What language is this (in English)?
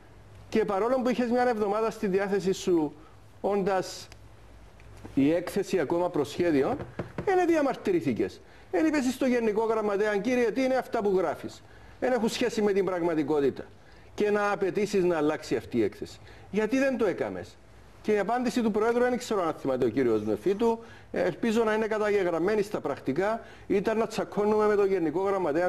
Greek